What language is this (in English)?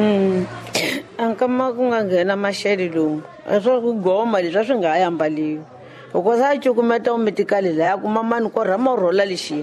Tsonga